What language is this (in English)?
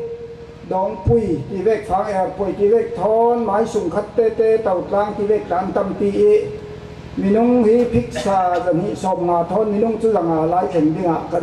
Falam Chin